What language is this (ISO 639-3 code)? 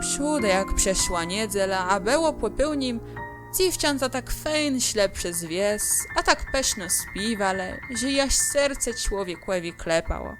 csb